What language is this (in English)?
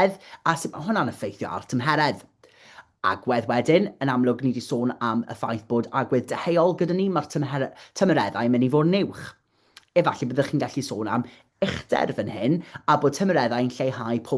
Welsh